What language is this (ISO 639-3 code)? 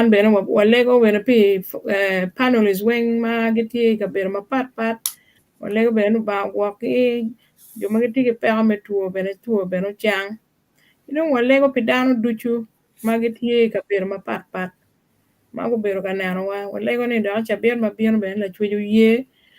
ach